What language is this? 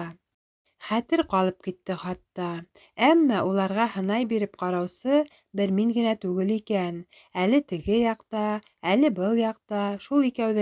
Bashkir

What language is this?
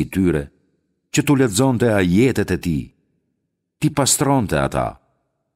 Albanian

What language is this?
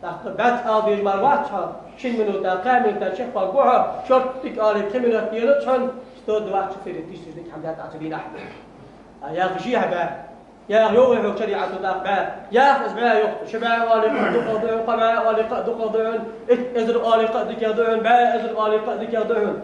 Ingush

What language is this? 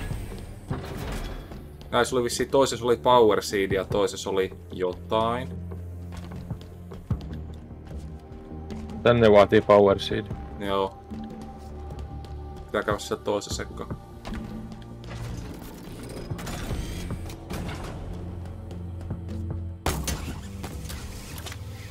Finnish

